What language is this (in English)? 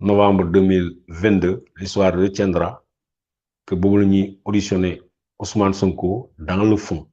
Wolof